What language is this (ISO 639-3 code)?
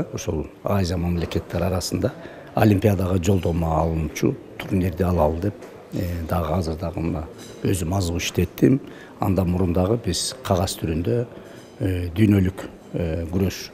kir